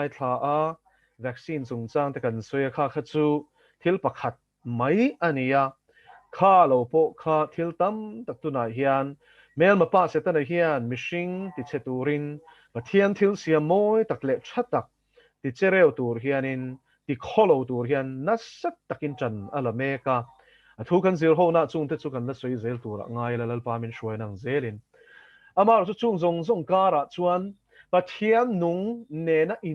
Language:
Mizo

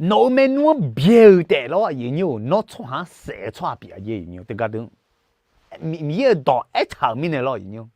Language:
Akha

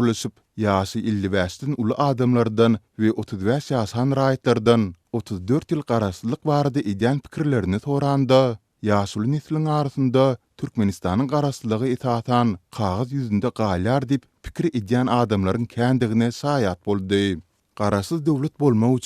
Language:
Turkmen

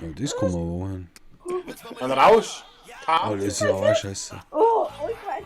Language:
Bavarian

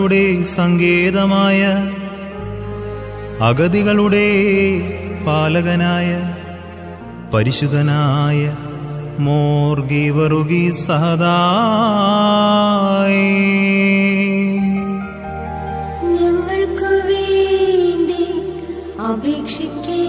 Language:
Malayalam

